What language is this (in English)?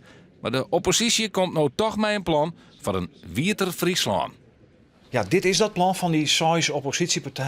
Western Frisian